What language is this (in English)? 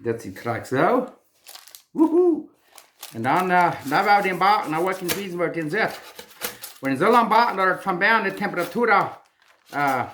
Plautdietsch